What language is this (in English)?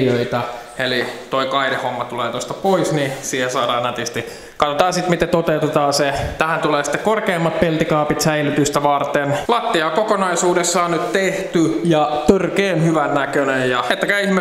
Finnish